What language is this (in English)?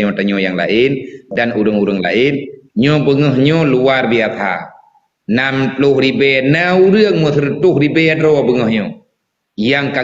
Achinese